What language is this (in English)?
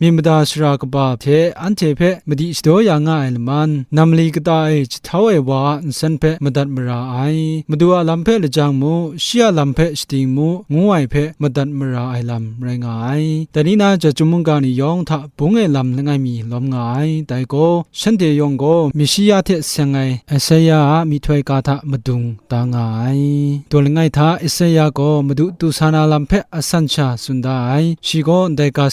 Kachin